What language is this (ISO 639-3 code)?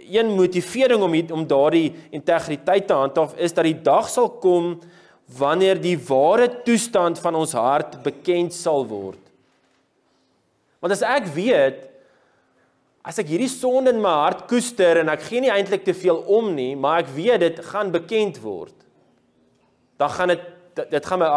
afr